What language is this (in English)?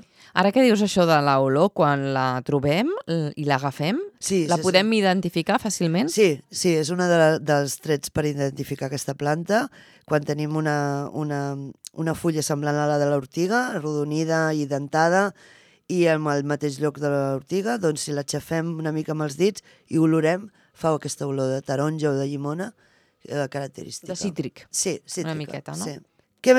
Catalan